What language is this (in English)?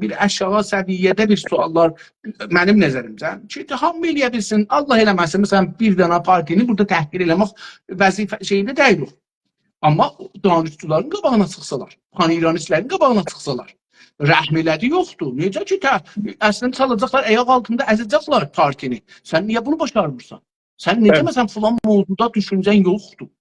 South Azerbaijani